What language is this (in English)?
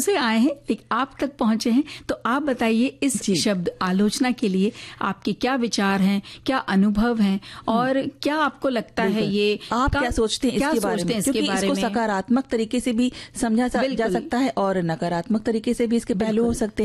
Hindi